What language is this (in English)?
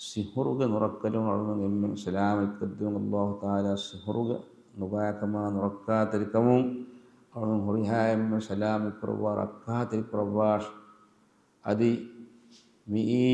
Divehi